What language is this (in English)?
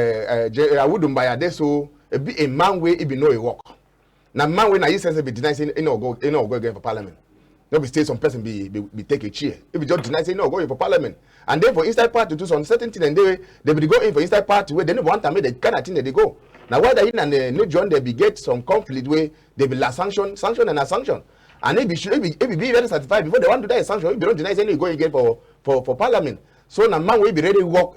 Cameroon Pidgin